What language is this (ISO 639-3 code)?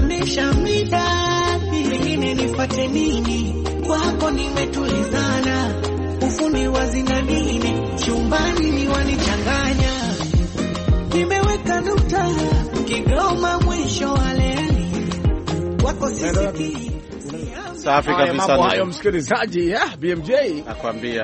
swa